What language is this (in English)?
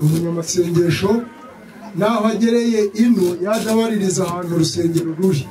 Kinyarwanda